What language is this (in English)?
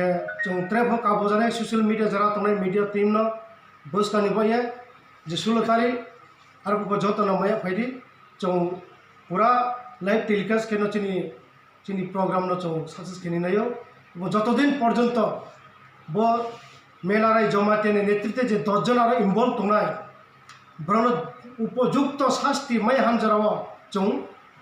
Riang (India)